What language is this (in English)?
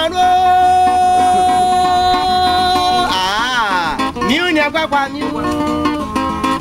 French